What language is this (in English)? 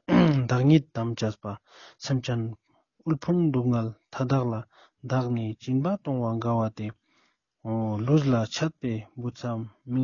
Ladakhi